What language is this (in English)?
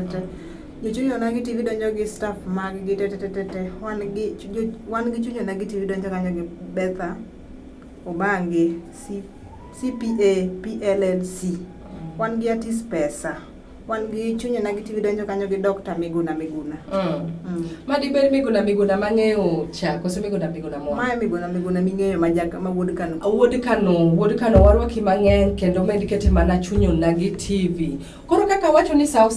Luo (Kenya and Tanzania)